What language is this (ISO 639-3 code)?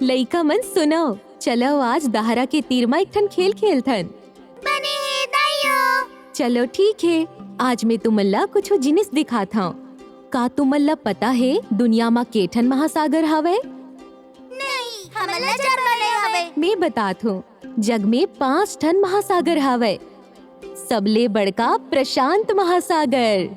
hne